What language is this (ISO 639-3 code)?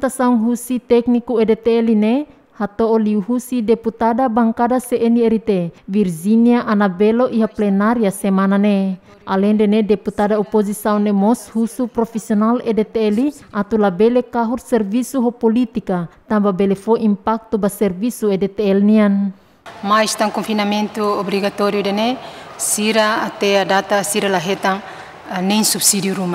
tet